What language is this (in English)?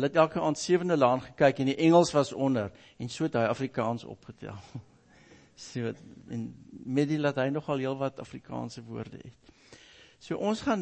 Afrikaans